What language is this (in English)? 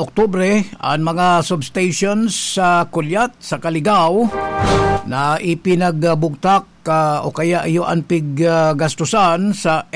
Bikol